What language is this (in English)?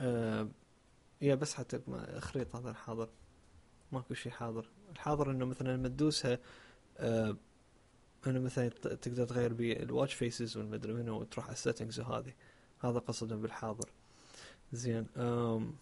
Mesopotamian Arabic